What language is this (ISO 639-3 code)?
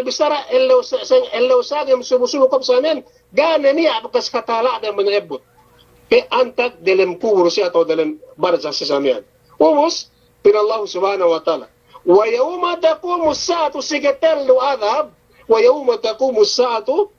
yka